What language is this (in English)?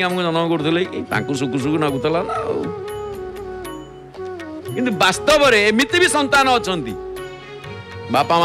Odia